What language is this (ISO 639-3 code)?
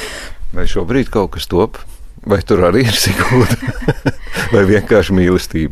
lav